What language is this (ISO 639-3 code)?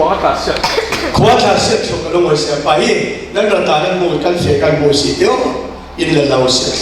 cfm